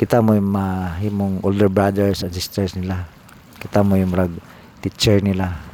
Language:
Cebuano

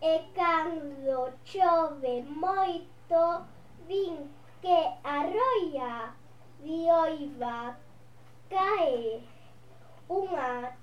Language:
Galician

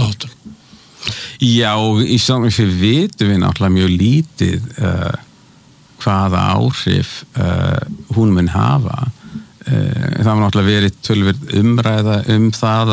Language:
Icelandic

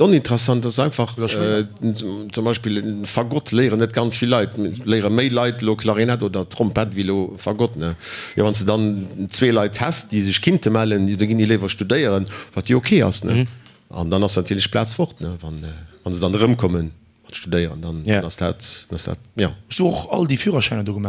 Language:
Luxembourgish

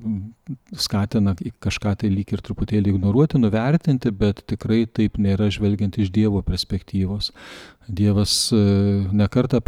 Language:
Lithuanian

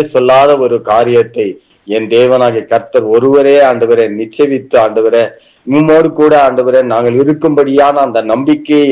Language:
Tamil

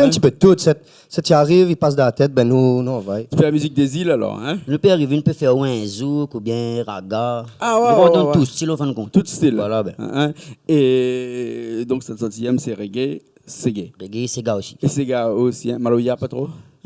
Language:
Réunion Creole French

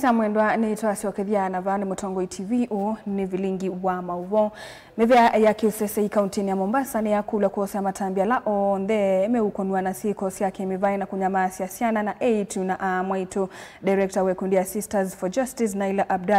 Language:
Kamba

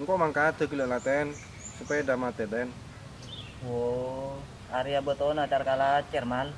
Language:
Madurese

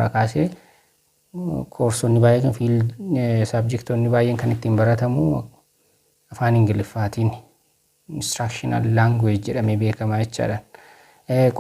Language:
Oromo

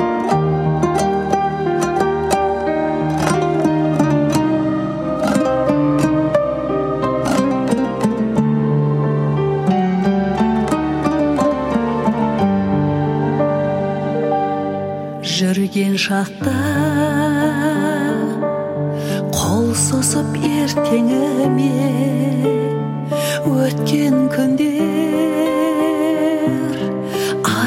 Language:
Kazakh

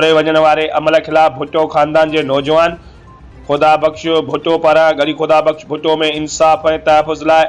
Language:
Sindhi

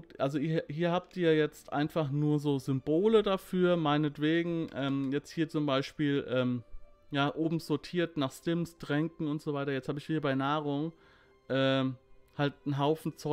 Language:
German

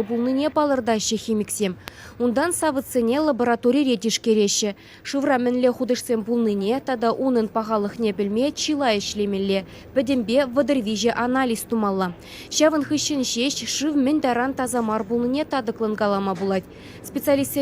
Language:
Chuvash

